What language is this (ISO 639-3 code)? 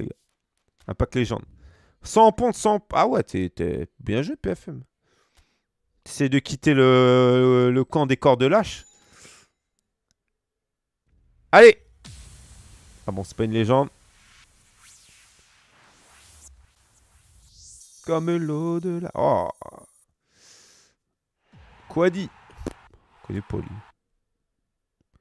fra